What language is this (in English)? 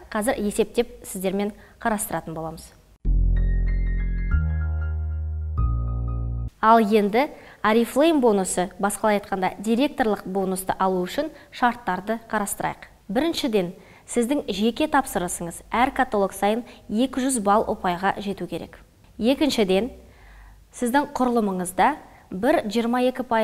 Kazakh